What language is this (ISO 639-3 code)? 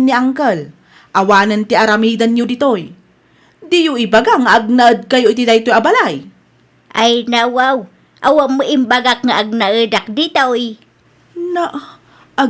ilo